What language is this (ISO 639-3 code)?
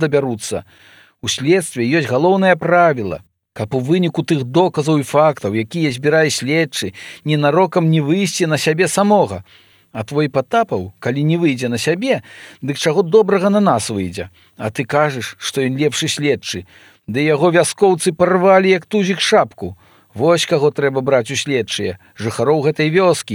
bel